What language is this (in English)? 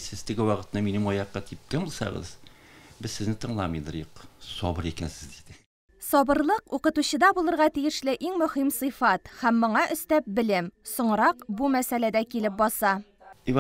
Tatar